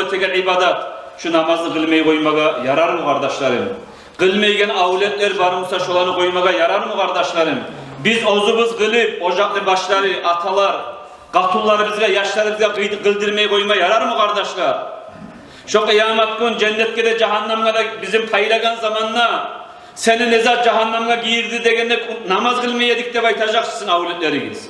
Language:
Kumyk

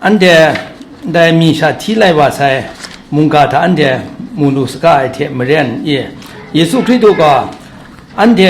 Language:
Kachin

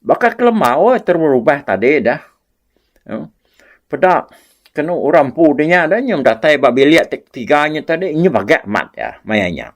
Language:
Iban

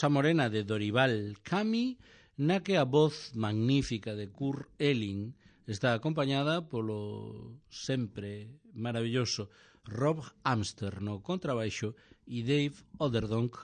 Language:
Galician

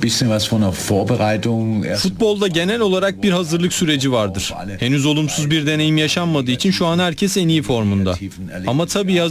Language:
Turkish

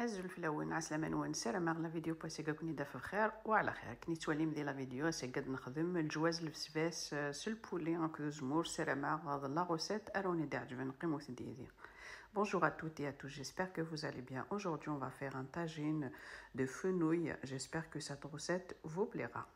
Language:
Kabyle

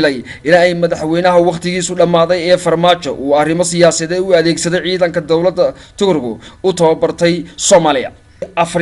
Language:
Somali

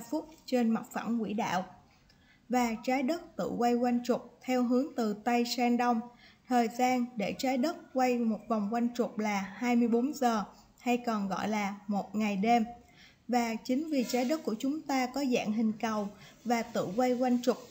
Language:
Vietnamese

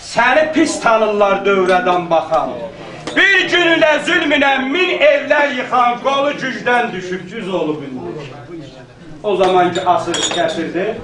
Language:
South Azerbaijani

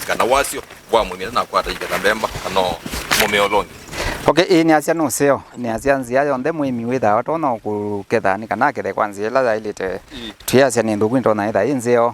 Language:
Kamba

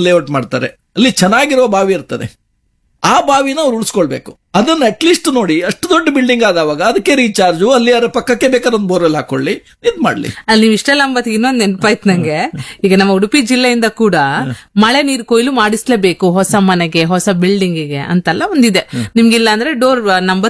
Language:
Kannada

